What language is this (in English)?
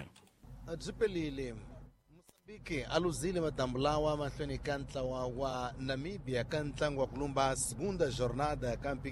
Tsonga